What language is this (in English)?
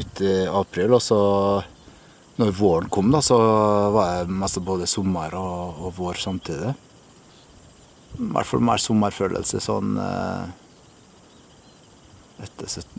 Norwegian